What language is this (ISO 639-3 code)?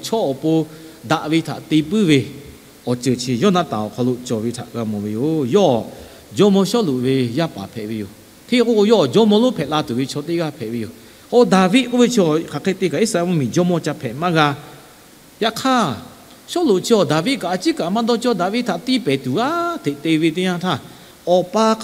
lhu